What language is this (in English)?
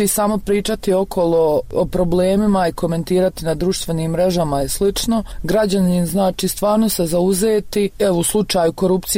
Croatian